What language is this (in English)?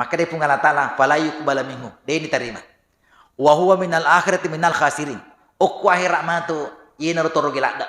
Buginese